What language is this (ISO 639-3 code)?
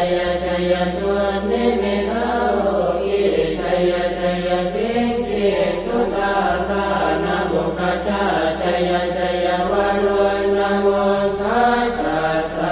pli